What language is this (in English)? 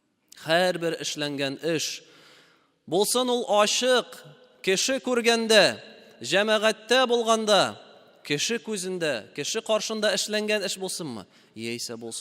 Tatar